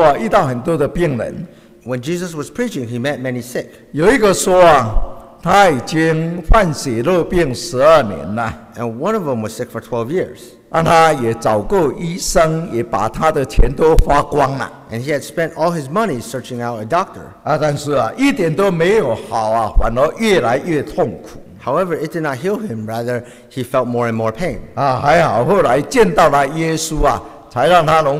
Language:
Chinese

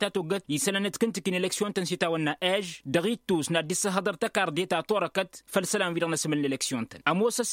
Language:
Tamasheq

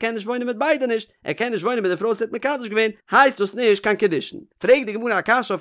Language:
Yiddish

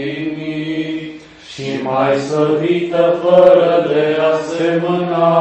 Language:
Romanian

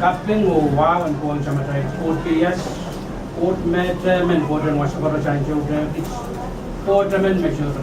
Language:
Pohnpeian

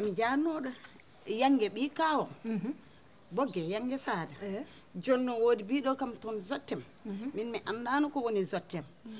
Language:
Fula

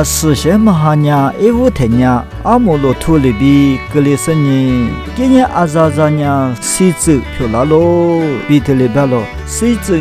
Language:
Lisu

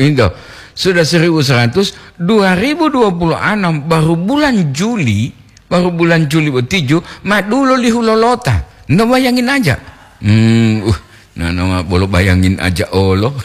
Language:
Gorontalo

